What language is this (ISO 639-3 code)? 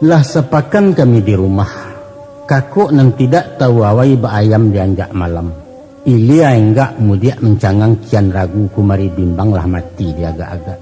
min